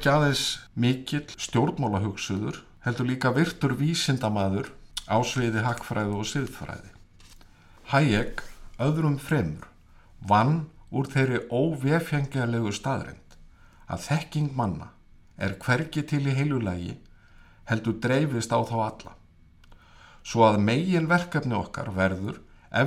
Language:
Icelandic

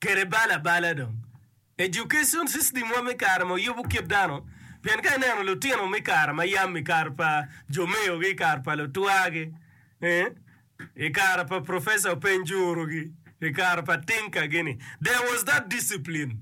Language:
Acoli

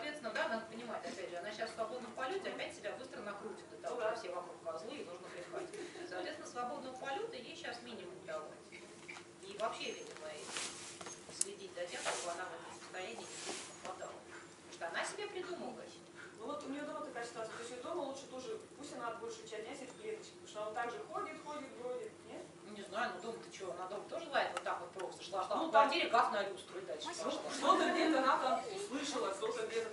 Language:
Russian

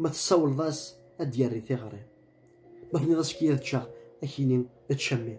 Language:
Kabyle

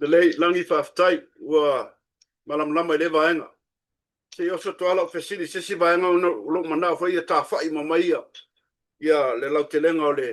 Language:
Samoan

